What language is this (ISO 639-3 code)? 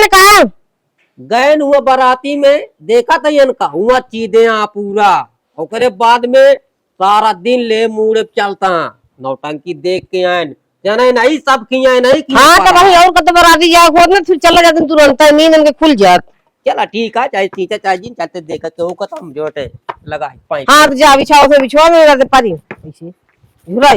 awa